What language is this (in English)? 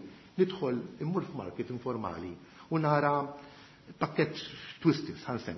Maltese